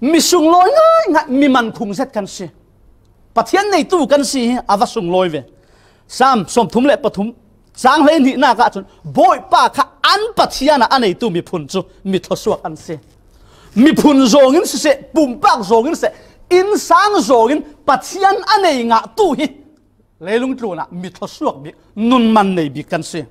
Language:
Falam Chin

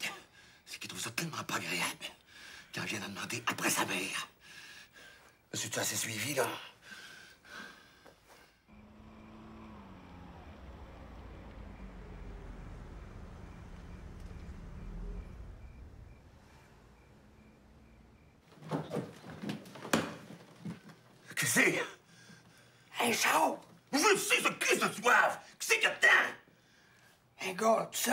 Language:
French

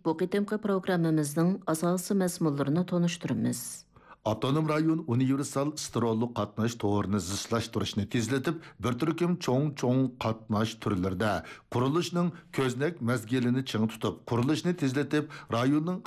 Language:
Uyghur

